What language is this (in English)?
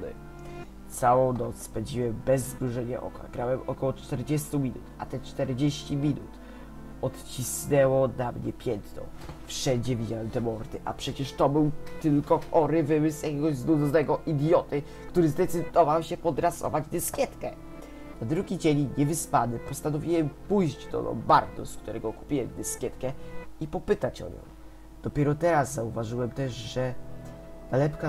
Polish